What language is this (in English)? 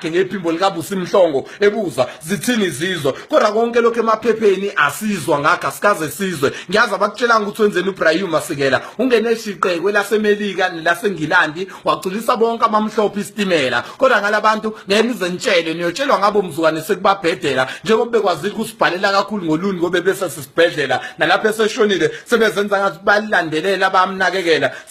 Zulu